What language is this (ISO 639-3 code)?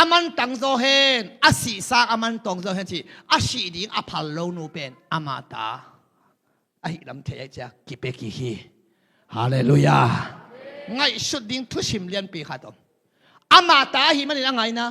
ctd